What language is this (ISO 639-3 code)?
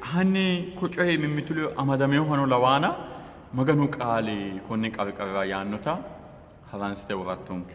sid